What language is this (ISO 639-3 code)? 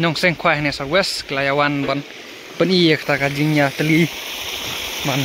kha